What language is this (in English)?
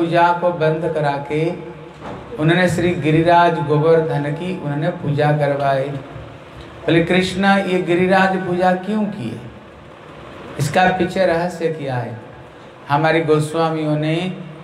Hindi